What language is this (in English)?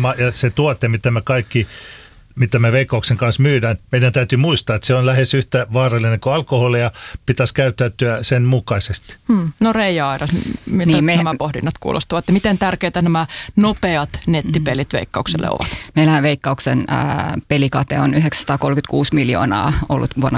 Finnish